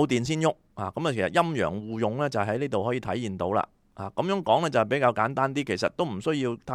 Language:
Cantonese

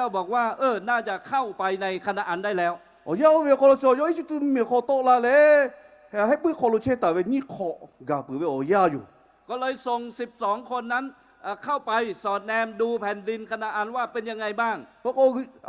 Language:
Lahu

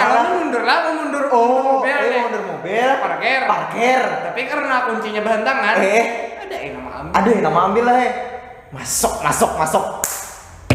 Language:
Banjar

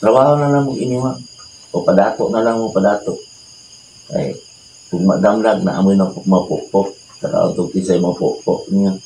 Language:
Cebuano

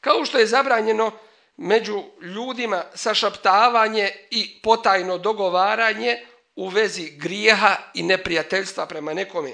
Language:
Bosnian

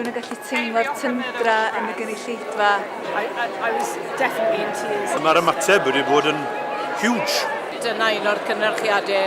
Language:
Welsh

